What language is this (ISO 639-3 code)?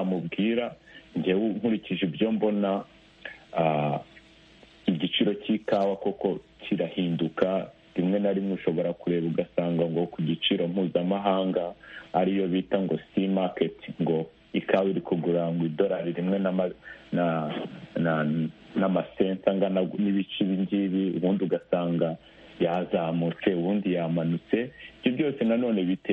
kin